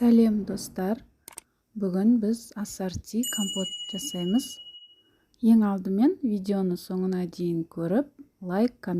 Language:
Kazakh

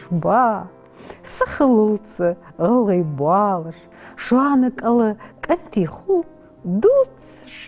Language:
Ingush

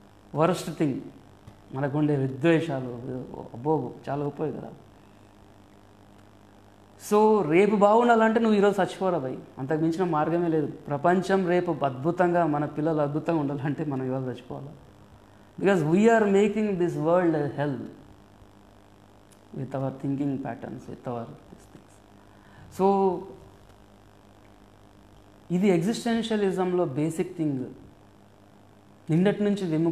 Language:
Telugu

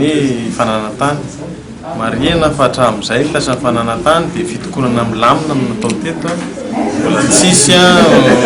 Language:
Malagasy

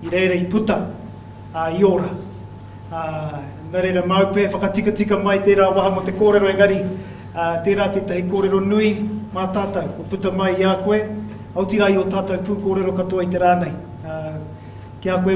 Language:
Māori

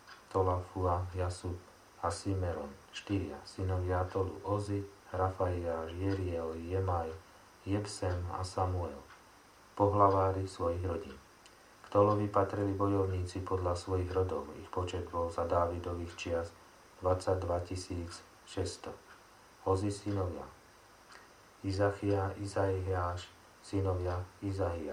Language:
Slovak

